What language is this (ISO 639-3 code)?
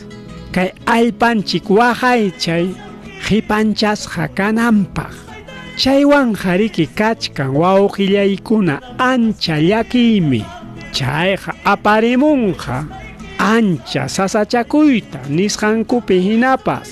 quy